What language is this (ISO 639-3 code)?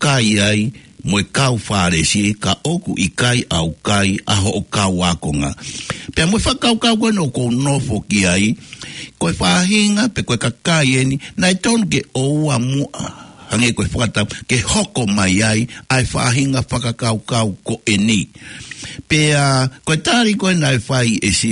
ton